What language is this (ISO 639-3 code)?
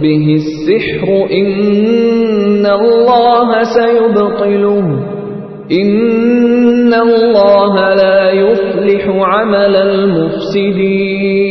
pus